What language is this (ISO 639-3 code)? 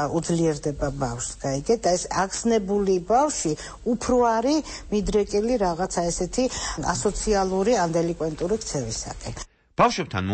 kat